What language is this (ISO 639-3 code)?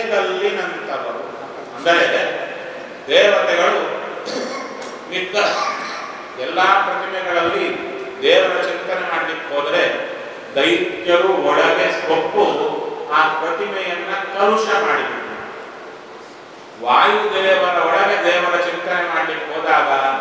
kan